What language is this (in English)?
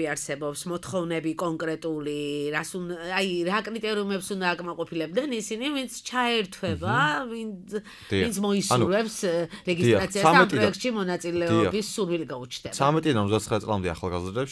Georgian